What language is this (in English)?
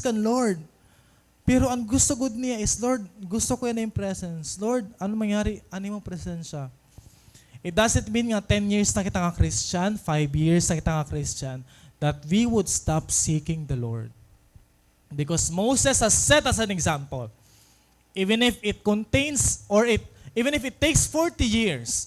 Waray